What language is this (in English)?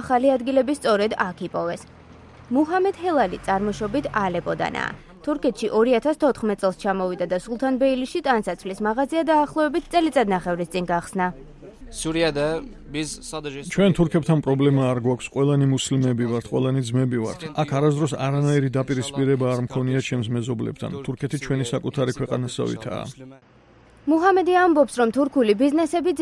Georgian